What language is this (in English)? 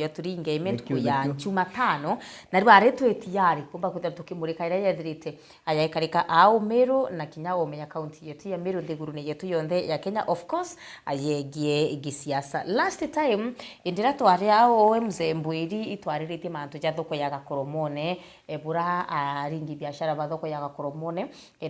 Meru